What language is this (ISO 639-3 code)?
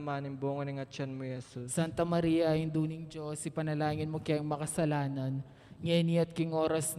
pam